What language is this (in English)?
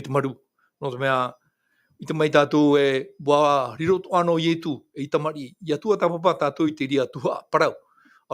Tahitian